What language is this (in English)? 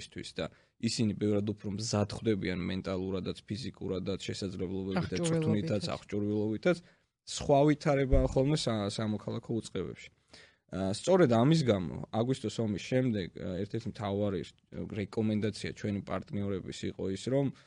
Georgian